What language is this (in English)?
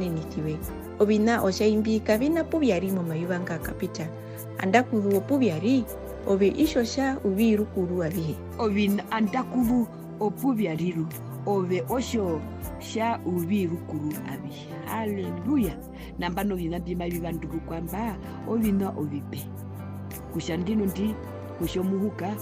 Herero